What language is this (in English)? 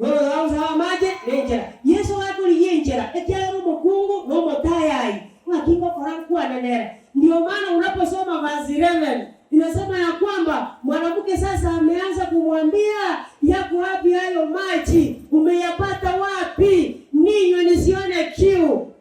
Gusii